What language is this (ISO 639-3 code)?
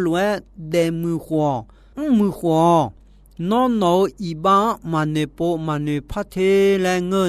ahk